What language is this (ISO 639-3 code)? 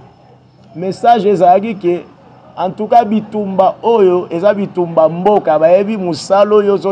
lin